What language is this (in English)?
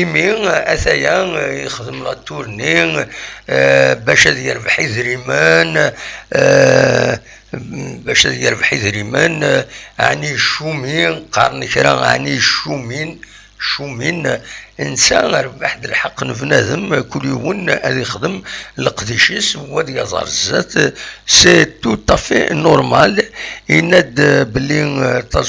Kabyle